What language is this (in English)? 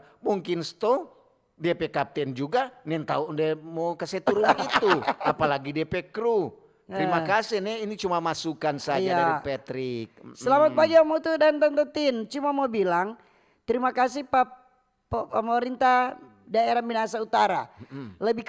Manado Malay